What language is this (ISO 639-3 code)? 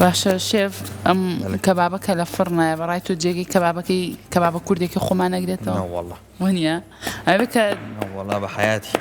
ckb